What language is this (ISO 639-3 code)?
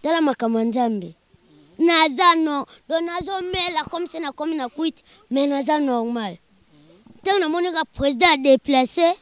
lin